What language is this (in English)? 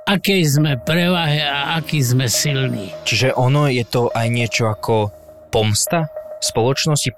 Slovak